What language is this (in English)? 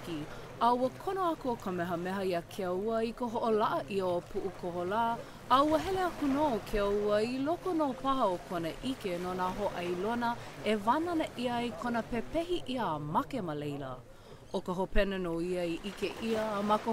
Hawaiian